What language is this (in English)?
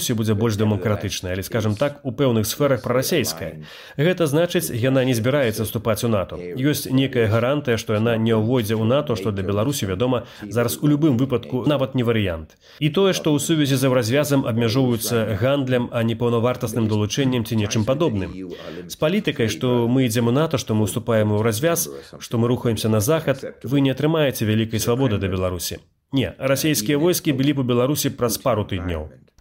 Belarusian